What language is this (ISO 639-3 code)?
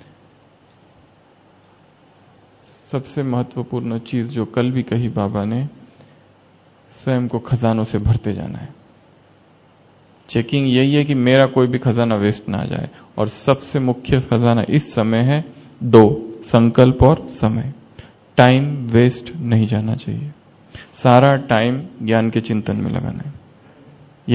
hin